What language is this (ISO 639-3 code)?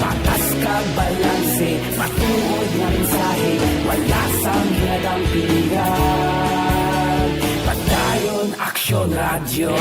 hil